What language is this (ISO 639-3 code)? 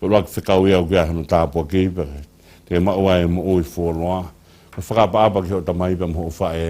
ton